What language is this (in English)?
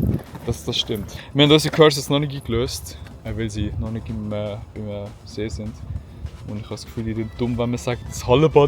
Swiss German